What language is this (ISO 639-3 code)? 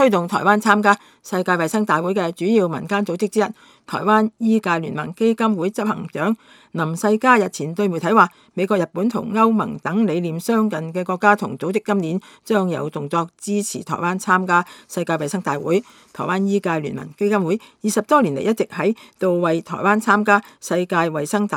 yue